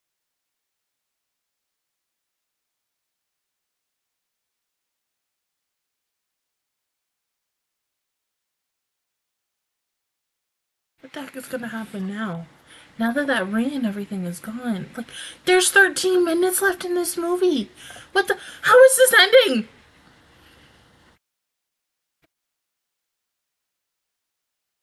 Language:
English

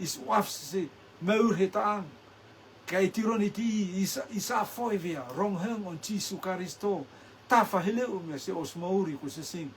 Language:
Rotuman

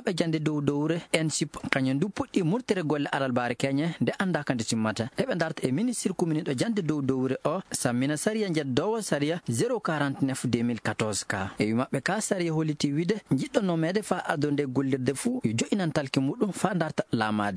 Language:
Fula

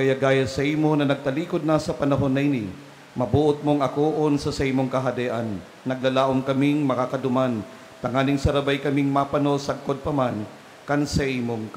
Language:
Bikol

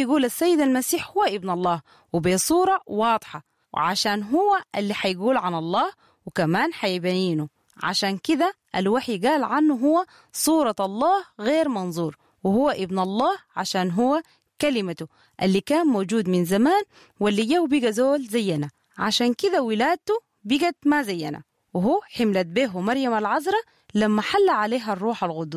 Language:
Sudanese Arabic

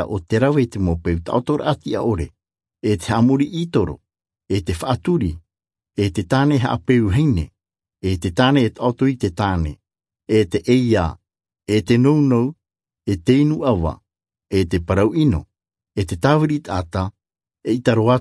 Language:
Tahitian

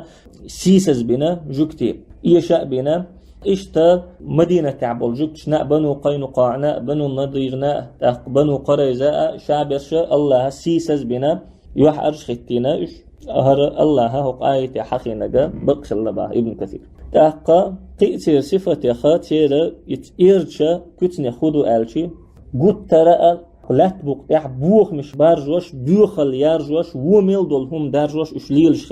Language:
Chechen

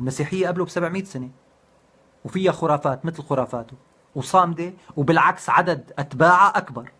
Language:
North Levantine Arabic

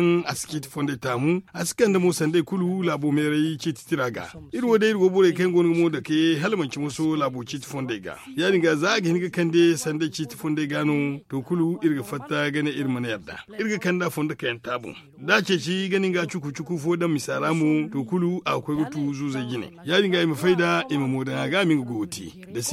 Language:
Zarma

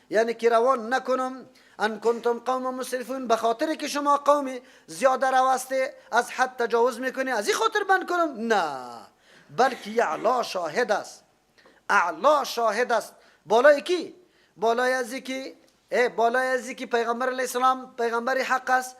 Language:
Persian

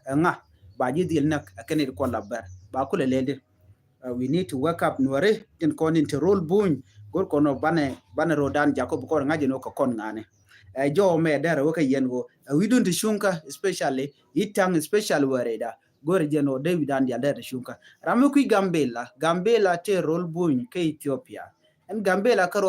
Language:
Nuer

